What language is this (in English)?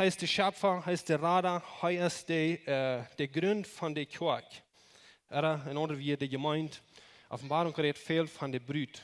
Plautdietsch